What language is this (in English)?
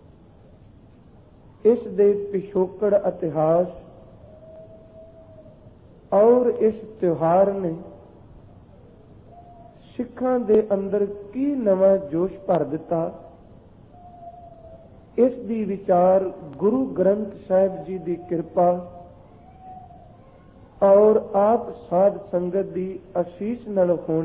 Punjabi